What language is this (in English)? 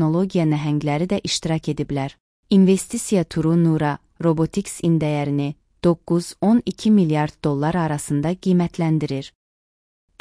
Azerbaijani